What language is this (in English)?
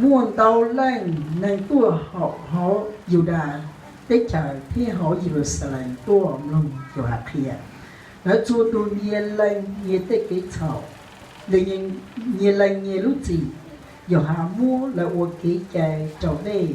Hmong